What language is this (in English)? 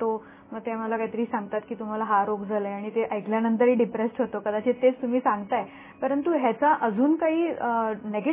Marathi